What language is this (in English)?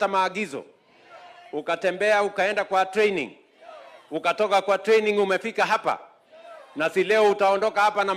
Swahili